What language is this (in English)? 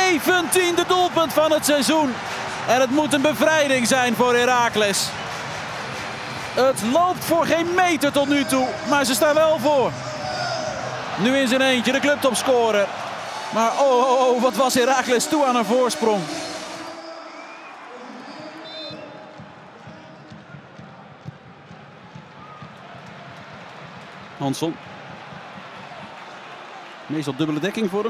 Dutch